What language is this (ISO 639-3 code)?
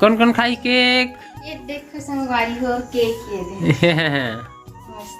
hne